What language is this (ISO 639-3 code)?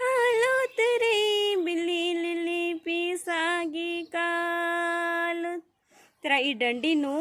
kru